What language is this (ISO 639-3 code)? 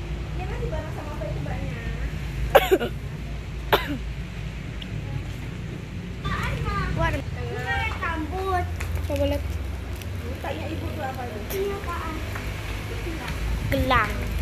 ind